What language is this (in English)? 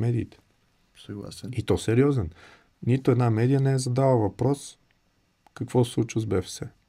Bulgarian